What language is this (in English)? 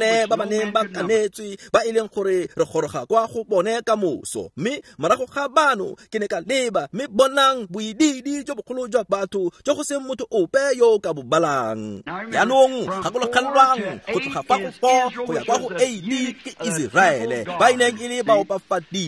Tswana